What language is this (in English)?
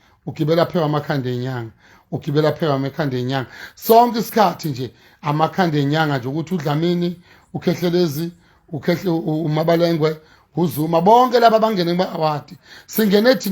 Zulu